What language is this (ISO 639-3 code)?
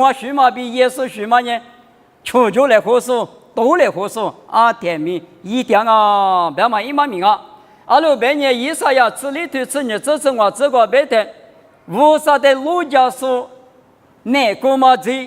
lis